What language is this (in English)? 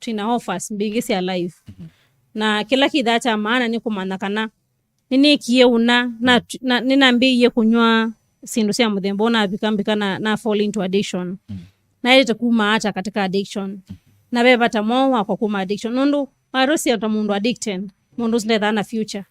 Kamba